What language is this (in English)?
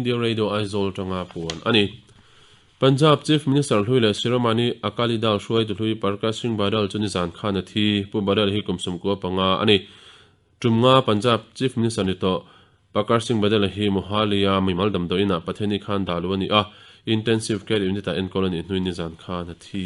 Mizo